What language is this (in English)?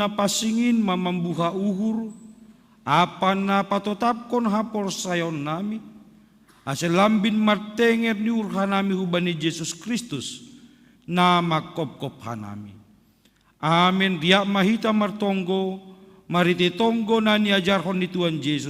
Batak Simalungun